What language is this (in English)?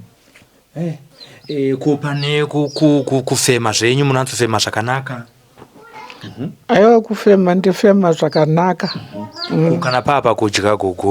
Shona